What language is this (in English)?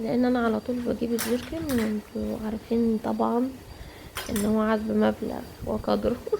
Egyptian Arabic